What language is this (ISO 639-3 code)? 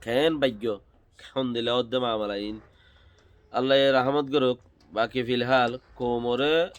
rhg